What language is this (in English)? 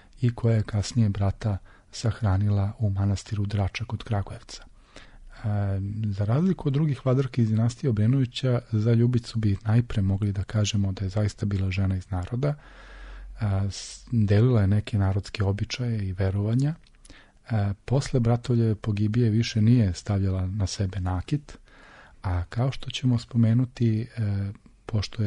Serbian